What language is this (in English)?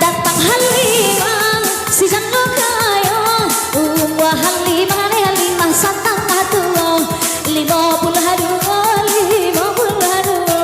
Minangkabau